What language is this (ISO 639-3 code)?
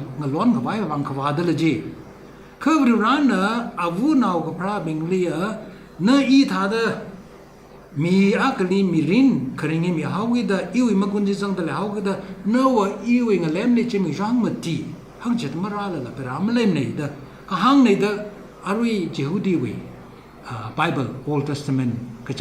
nmf